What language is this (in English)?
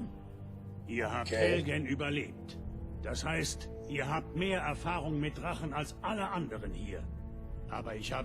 Swiss German